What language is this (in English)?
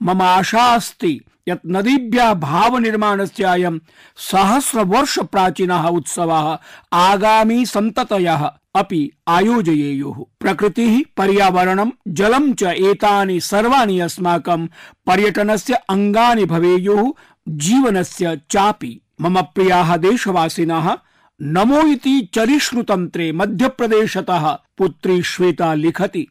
Sanskrit